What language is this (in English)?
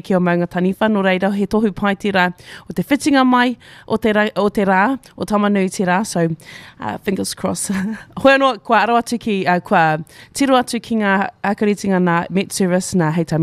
Māori